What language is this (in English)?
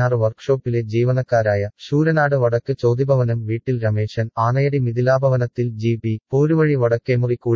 Malayalam